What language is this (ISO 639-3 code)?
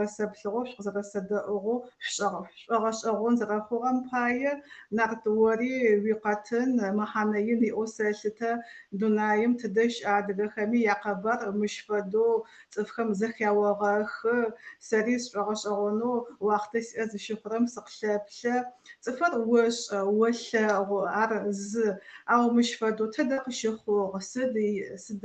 ady